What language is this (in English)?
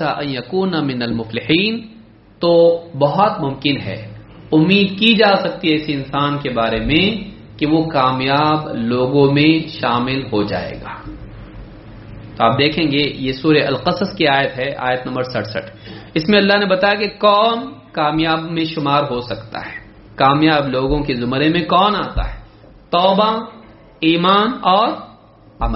Urdu